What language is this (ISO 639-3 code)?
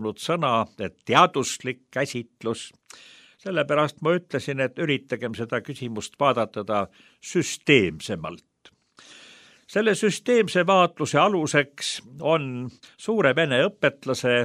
est